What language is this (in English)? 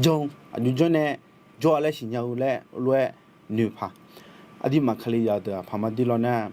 Akha